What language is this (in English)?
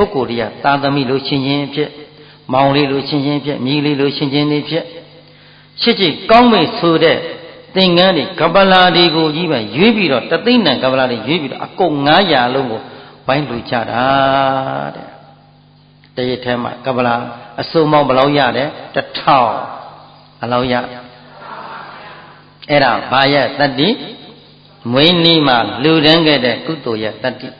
Burmese